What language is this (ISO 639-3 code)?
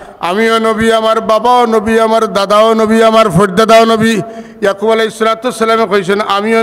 syl